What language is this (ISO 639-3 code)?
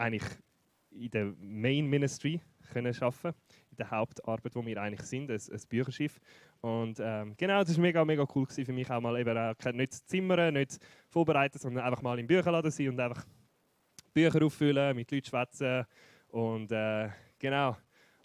gsw